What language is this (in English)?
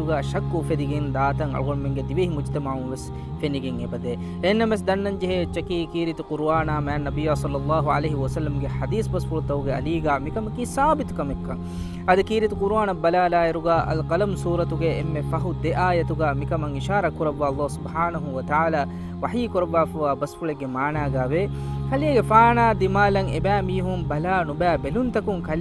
Divehi